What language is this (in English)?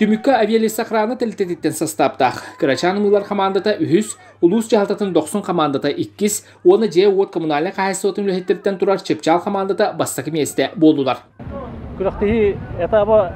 Yakut